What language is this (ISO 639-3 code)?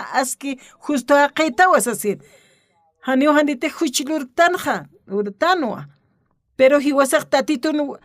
aym